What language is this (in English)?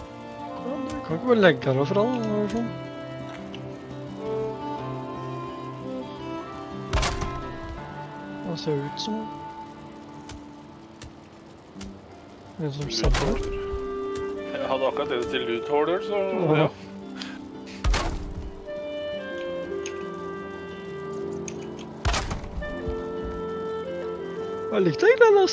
Norwegian